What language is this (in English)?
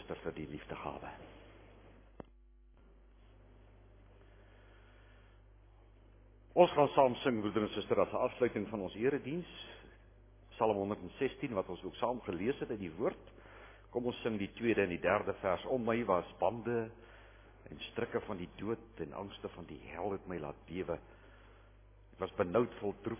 Afrikaans